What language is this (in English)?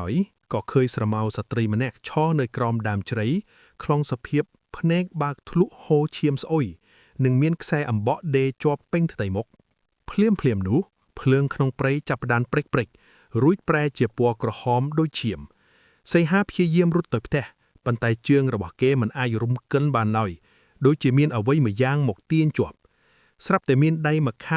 Khmer